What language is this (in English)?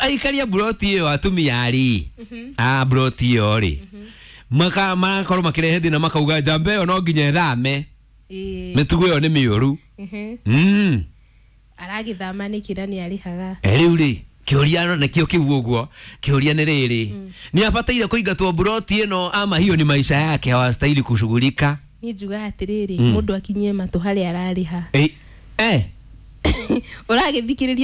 Kikuyu